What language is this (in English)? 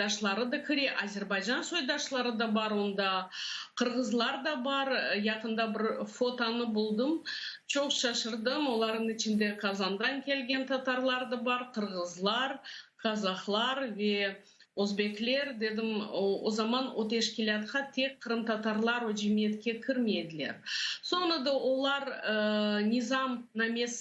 Crimean Tatar